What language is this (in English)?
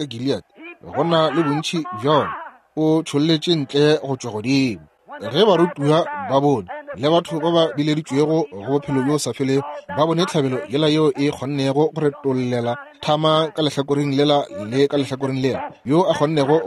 Northern Sotho